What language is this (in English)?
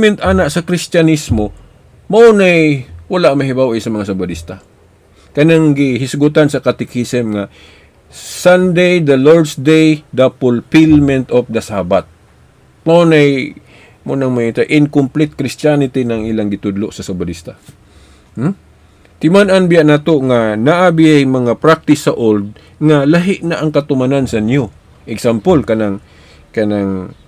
Cebuano